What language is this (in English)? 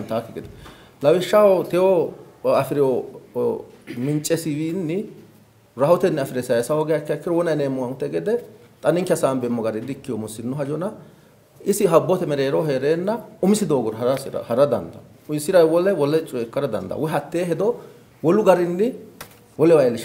Sidamo